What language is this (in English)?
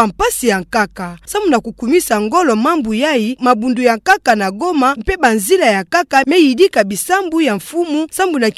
Kituba (Democratic Republic of Congo)